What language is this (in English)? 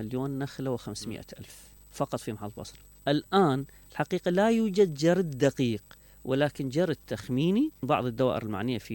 Mesopotamian Arabic